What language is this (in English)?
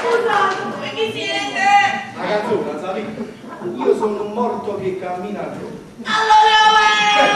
Neapolitan